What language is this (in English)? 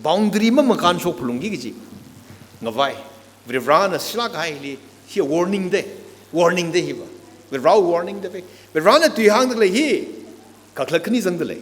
Tangkhul Naga (India)